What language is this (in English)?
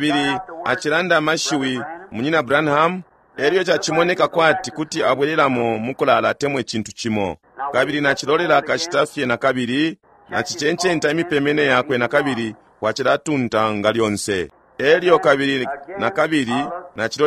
Bemba